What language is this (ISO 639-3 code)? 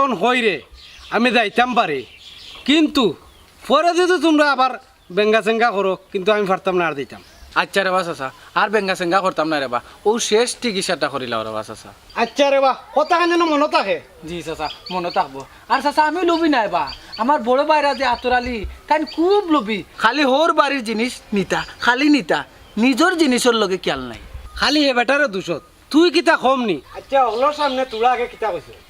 syl